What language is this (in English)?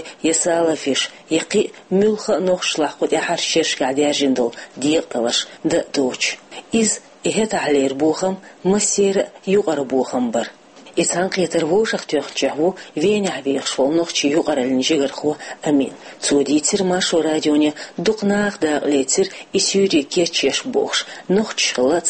Chechen